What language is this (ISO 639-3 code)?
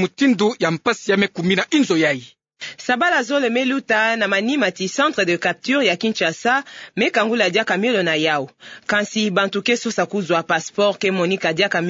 ktu